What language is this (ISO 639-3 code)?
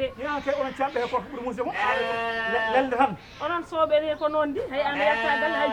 ful